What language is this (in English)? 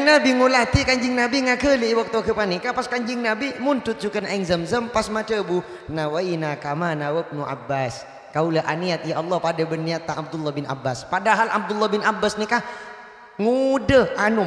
Madurese